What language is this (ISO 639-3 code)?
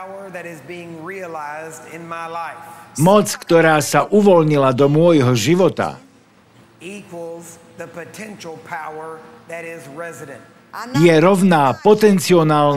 slk